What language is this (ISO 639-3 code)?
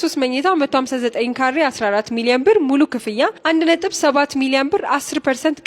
amh